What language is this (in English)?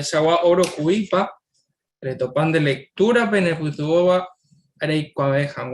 Guarani